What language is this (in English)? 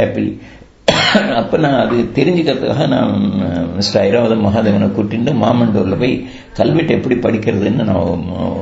Tamil